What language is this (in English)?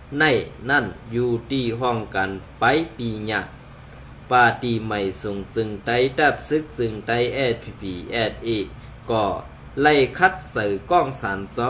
Shan